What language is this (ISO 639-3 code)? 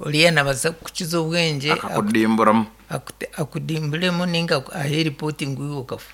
nyn